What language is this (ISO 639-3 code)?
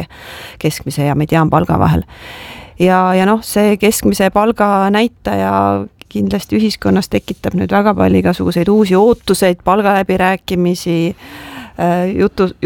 est